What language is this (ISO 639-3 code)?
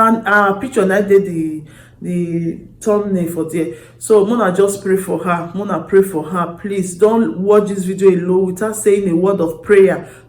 pcm